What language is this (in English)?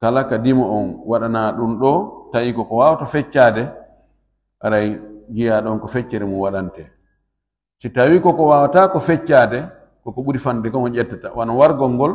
Fula